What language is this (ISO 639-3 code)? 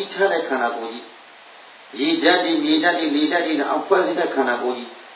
mya